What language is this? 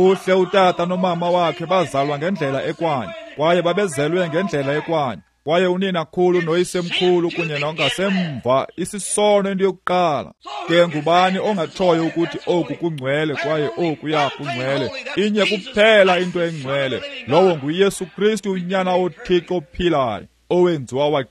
Xhosa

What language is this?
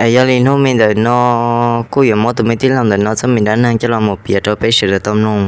Hmong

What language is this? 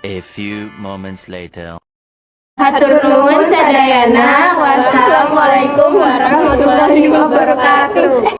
Sundanese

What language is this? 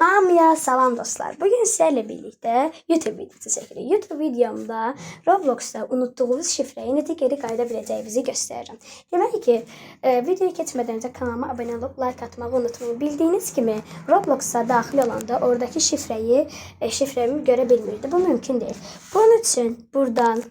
Azerbaijani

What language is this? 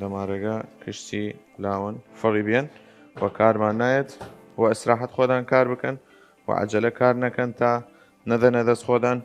Southern Kurdish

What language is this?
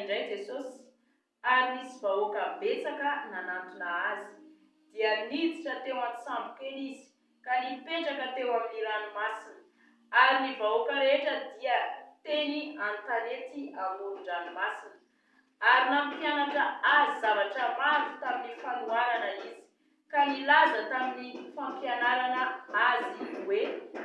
Malagasy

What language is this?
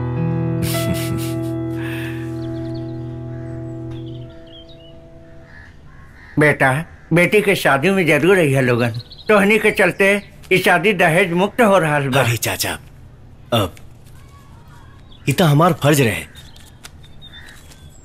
Bhojpuri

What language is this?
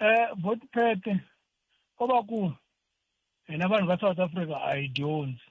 Tsonga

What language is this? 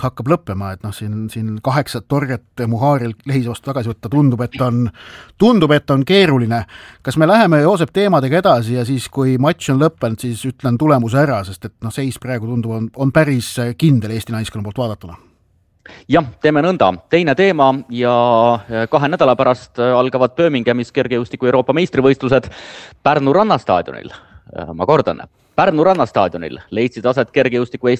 Estonian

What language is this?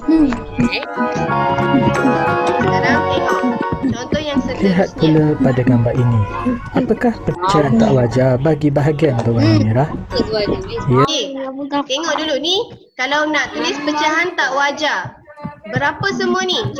Malay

